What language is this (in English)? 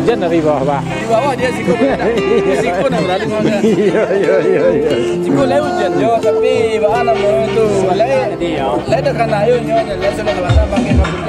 Minangkabau